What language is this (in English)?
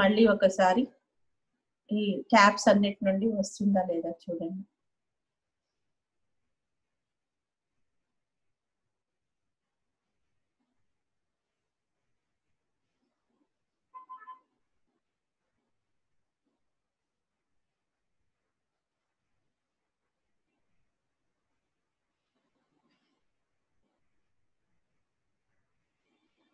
Telugu